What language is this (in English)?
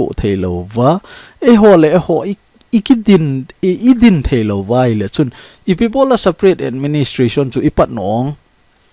Thado Chin